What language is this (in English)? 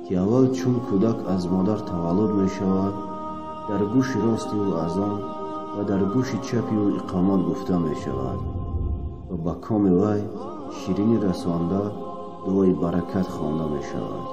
Tajik